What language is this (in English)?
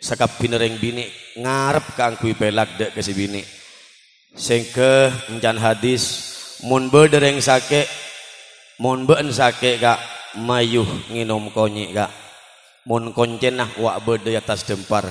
Madurese